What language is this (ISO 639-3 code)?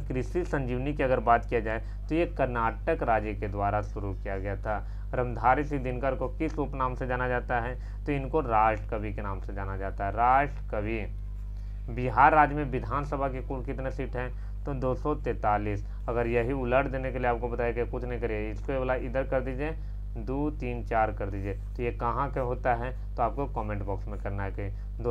hin